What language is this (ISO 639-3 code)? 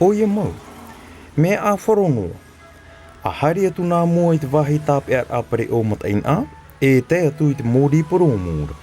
tah